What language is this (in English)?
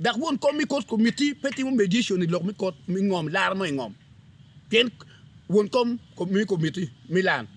Acoli